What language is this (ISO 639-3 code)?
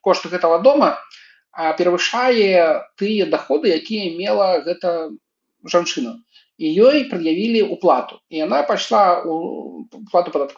bel